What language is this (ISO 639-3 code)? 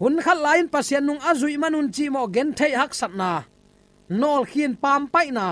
ctd